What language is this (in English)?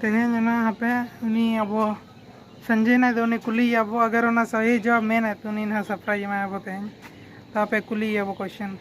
Santali